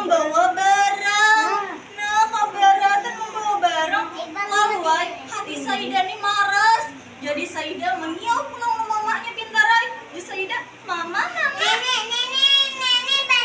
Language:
Banjar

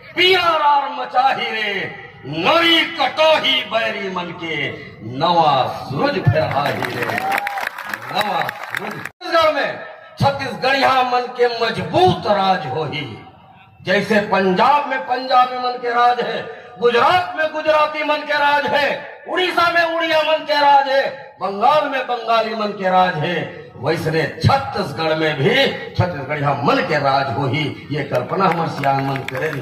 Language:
Chhattisgarhi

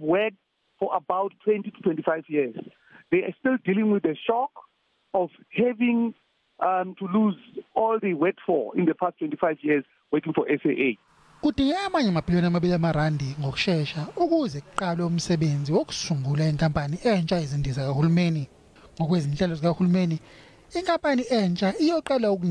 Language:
Zulu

